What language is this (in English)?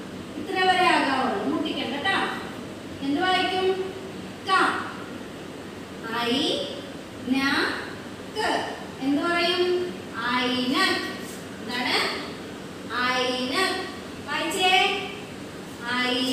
Malayalam